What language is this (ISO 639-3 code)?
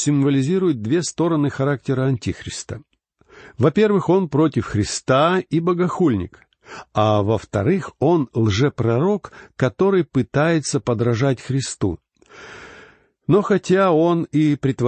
rus